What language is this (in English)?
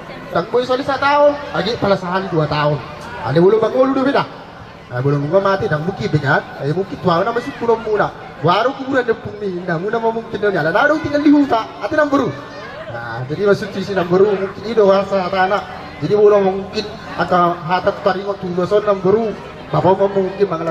Batak Toba